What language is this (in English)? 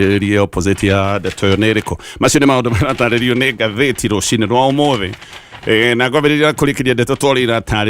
Kikuyu